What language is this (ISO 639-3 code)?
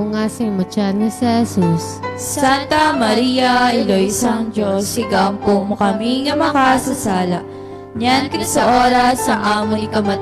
hil